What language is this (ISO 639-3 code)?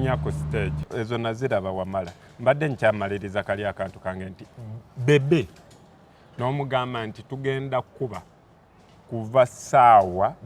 lug